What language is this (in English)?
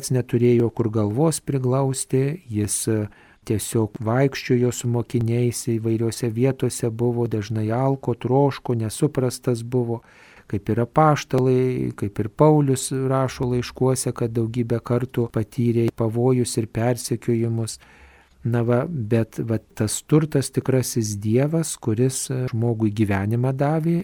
Lithuanian